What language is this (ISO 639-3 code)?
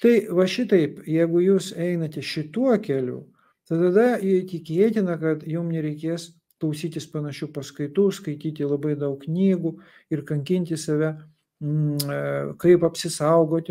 lit